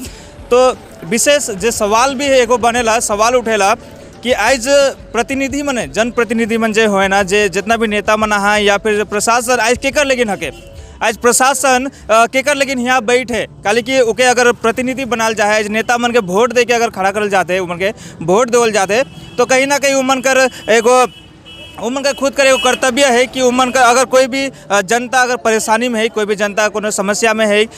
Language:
Sadri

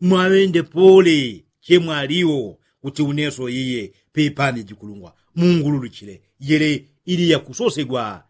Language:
Yao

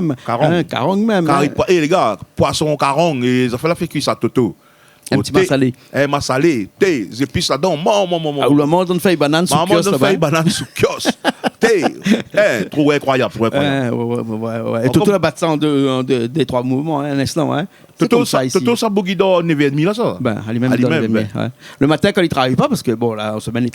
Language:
Réunion Creole French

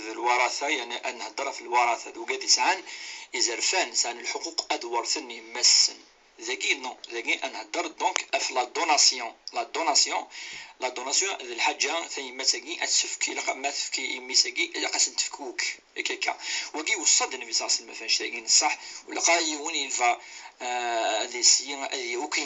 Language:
Kabyle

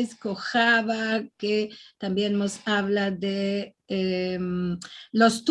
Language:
Ladino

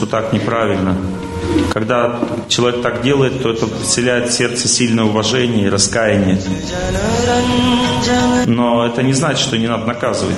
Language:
Russian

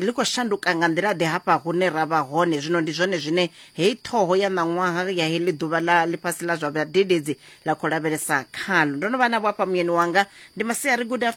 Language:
Venda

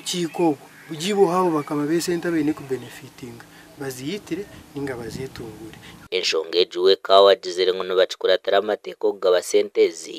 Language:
Nyankole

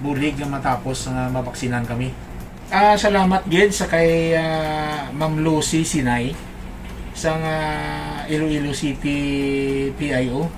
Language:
Hiligaynon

